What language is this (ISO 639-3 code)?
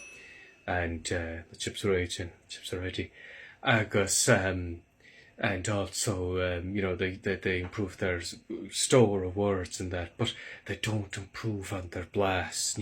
gle